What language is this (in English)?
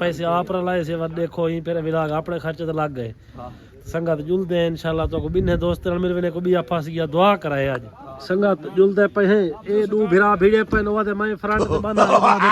Saraiki